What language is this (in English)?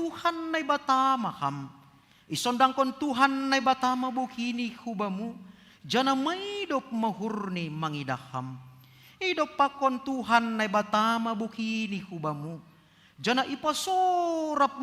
Batak Simalungun